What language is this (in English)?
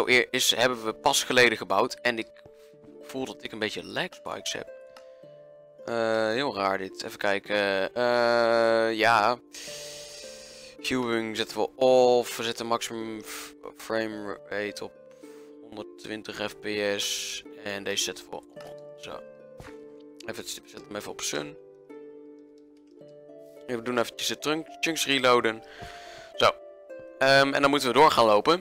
Dutch